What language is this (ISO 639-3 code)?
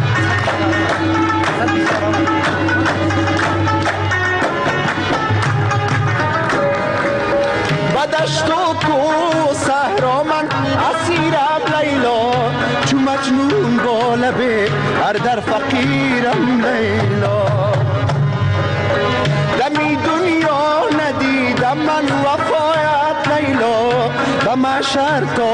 fas